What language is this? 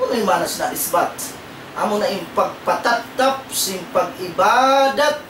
Tausug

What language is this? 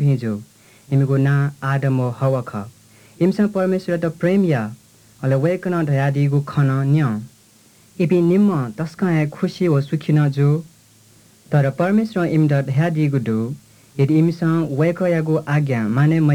Newari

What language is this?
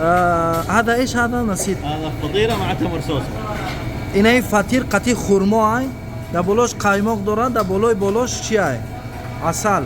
Tajik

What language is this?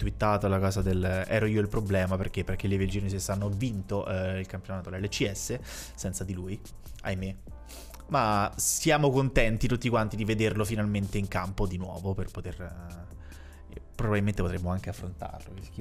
Italian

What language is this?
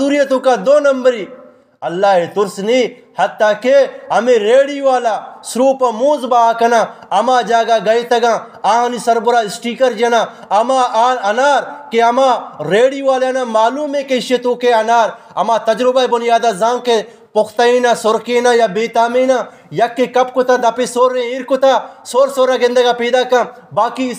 Eastern Balochi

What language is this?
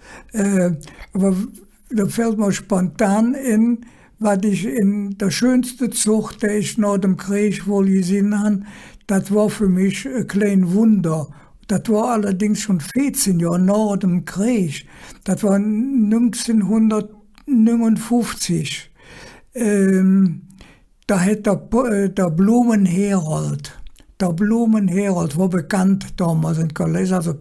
Colognian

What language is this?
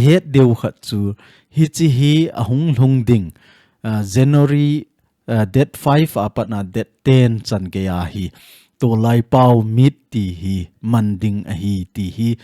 Thado Chin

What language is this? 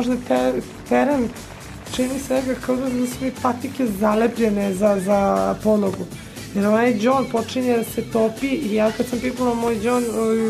Serbian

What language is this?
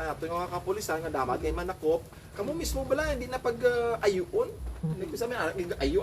Hiligaynon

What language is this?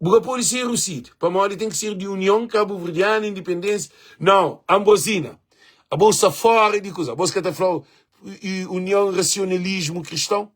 Kabuverdianu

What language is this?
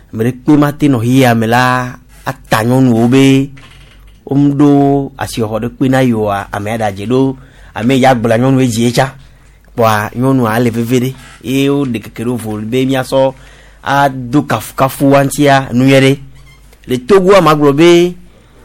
Gen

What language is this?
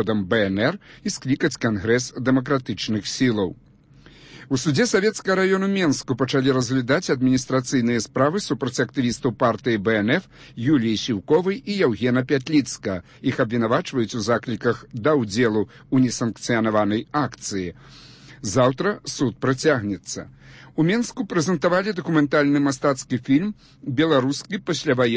Belarusian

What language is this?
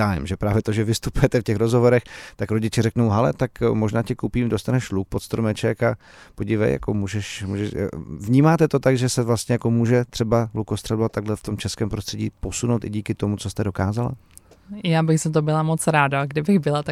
Czech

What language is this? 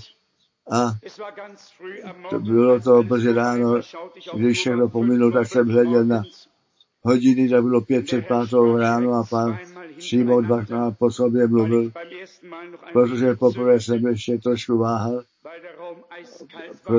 Czech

